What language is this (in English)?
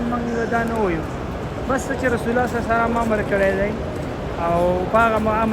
Pashto